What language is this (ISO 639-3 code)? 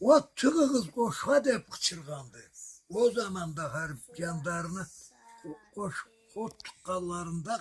krc